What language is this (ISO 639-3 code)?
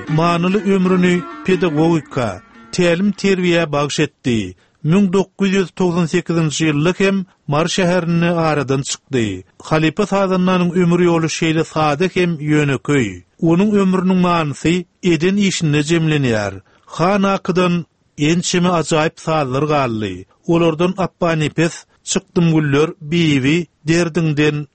tuk